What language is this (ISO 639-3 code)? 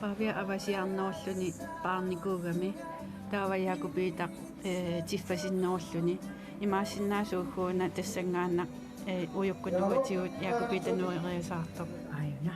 kal